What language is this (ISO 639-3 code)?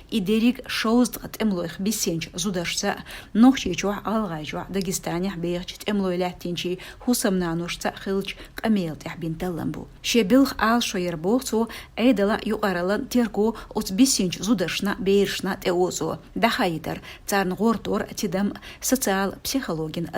che